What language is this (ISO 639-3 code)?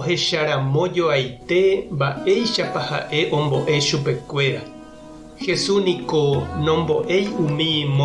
grn